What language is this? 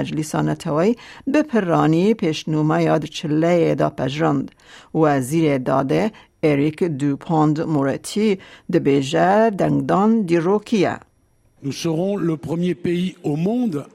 Kurdish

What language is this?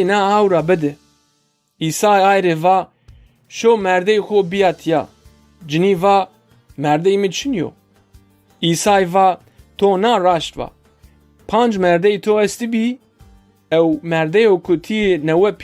Zaza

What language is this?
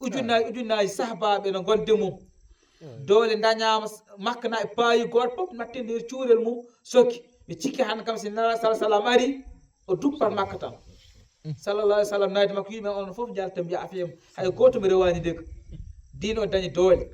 Fula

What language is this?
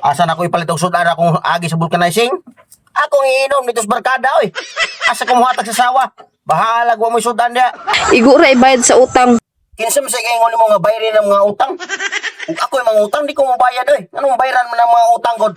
Cebuano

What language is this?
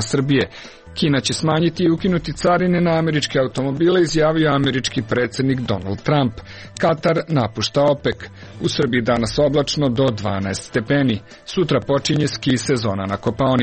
Serbian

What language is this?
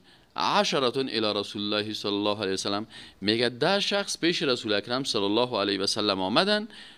Persian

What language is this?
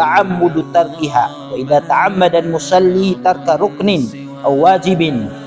Maranao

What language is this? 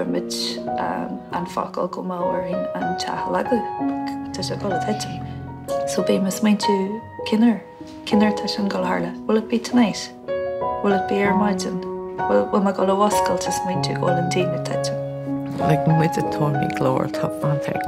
Irish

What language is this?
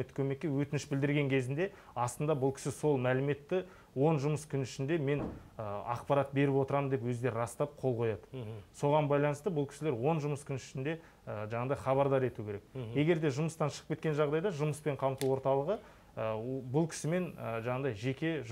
Kazakh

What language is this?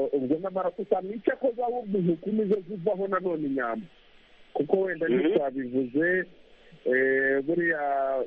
Kinyarwanda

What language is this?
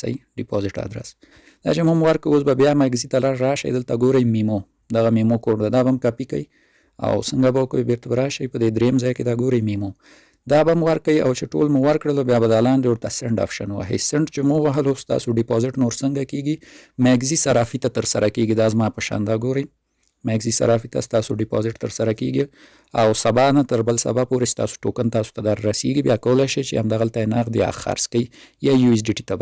Pashto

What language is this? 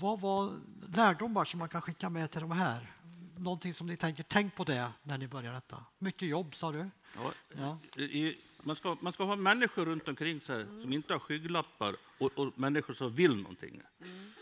Swedish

